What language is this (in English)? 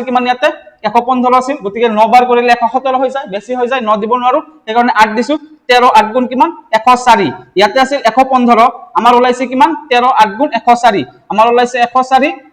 Assamese